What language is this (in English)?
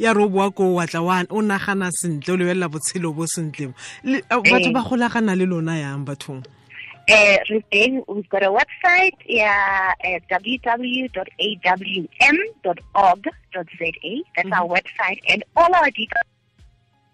Tswana